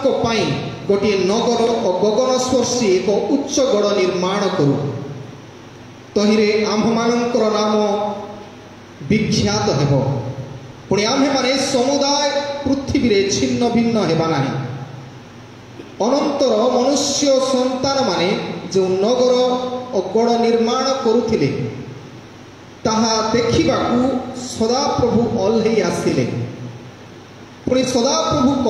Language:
Odia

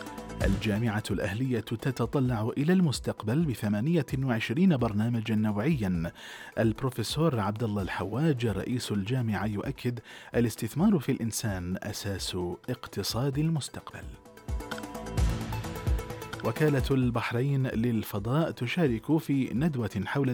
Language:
Arabic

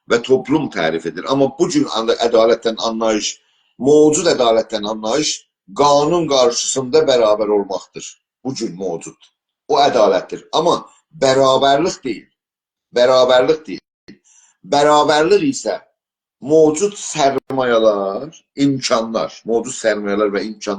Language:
South Azerbaijani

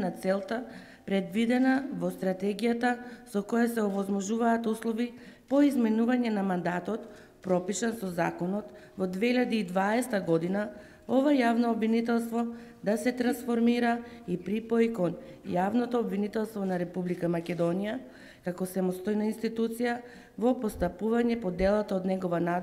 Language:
Macedonian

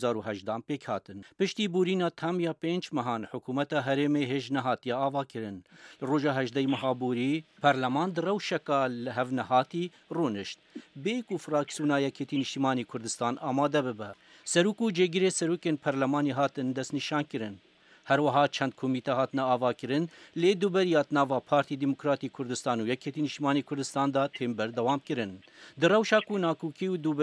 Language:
Kurdish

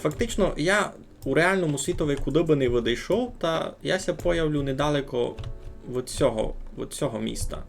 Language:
Rusyn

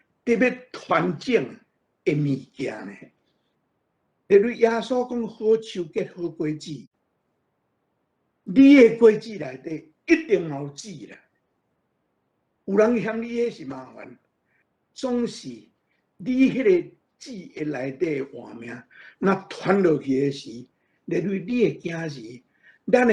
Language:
Min Nan Chinese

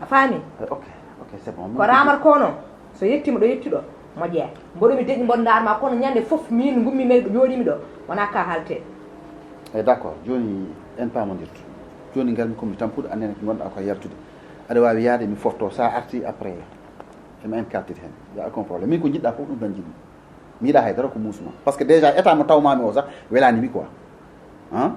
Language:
Fula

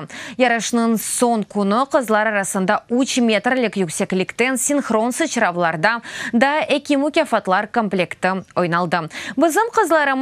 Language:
Crimean Tatar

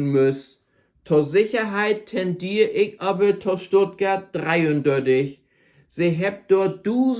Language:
Low German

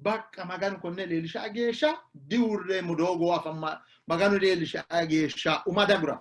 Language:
Sidamo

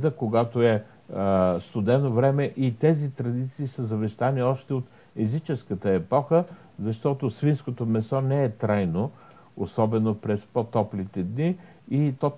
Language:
Bulgarian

